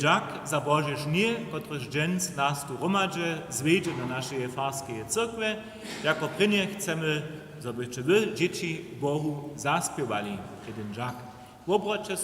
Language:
Upper Sorbian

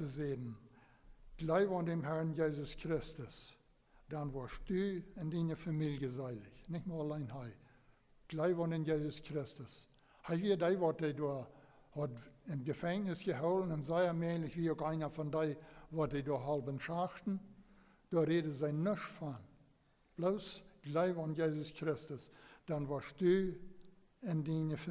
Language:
Plautdietsch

